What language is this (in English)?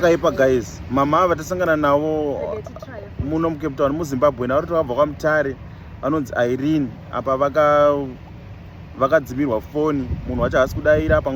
Shona